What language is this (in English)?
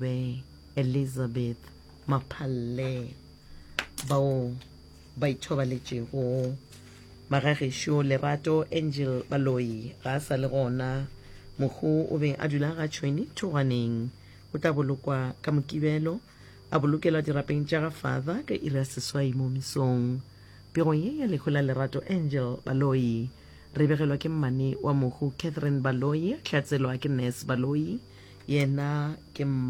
Northern Sotho